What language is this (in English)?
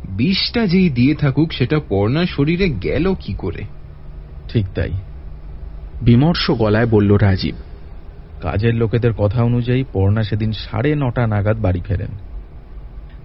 Bangla